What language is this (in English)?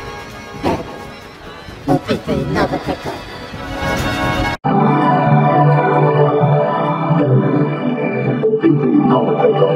Bulgarian